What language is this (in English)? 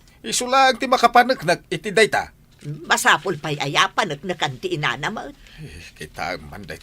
Iloko